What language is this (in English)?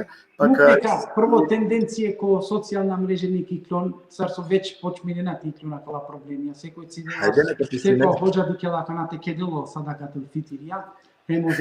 Balkan Romani